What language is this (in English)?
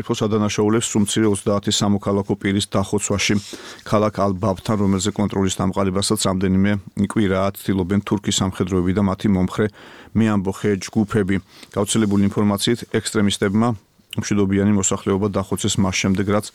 Georgian